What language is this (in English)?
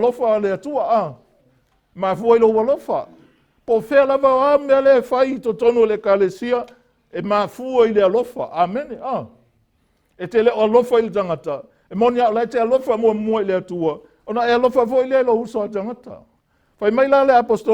Samoan